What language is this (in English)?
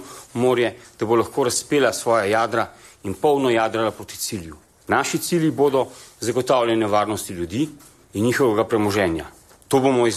Slovenian